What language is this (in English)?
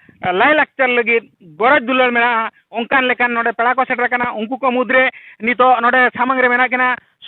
Santali